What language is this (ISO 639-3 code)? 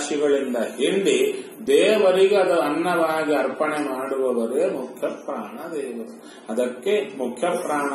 kan